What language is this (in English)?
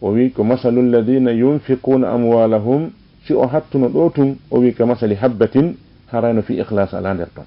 Fula